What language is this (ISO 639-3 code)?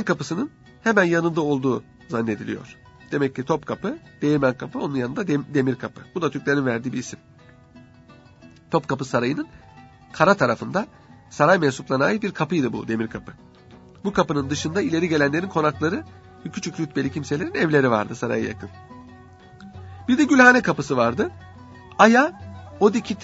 tur